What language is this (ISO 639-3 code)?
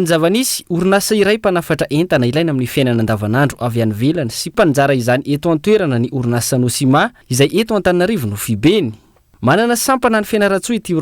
mlg